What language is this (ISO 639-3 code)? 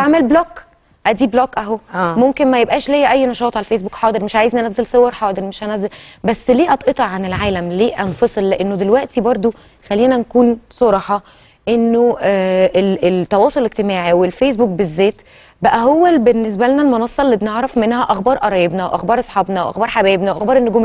arz